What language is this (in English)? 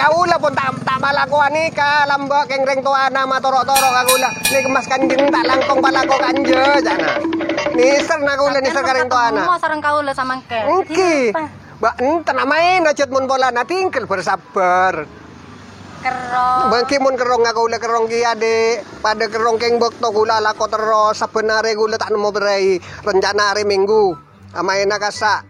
Madurese